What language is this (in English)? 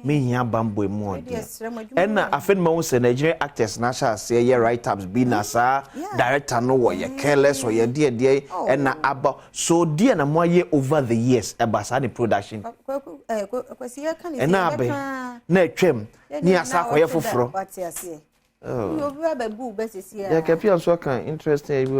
Akan